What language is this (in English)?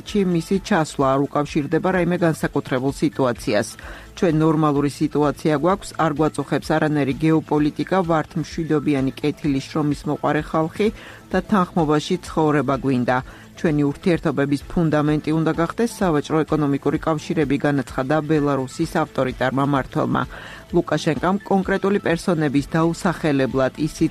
Georgian